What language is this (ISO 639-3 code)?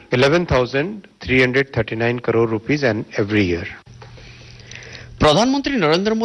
ori